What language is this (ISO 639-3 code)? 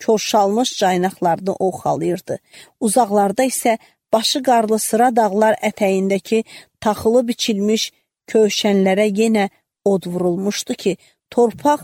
aze